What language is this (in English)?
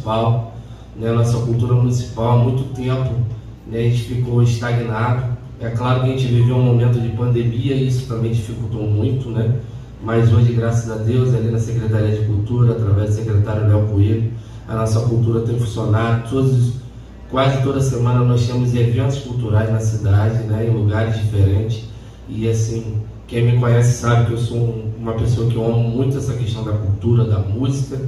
Portuguese